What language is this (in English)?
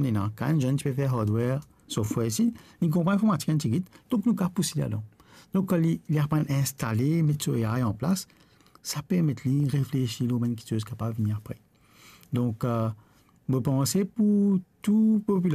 Morisyen